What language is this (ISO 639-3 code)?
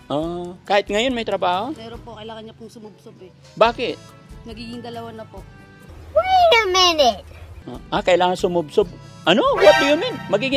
fil